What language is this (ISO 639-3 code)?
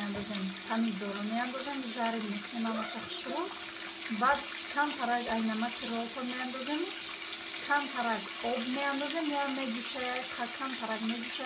tgk